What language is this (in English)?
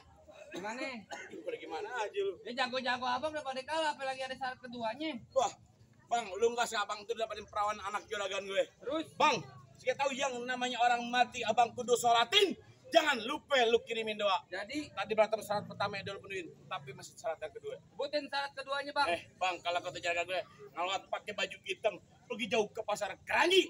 Betawi